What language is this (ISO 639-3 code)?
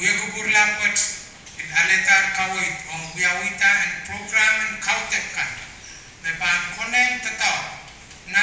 pon